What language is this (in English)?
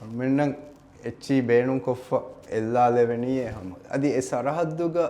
Divehi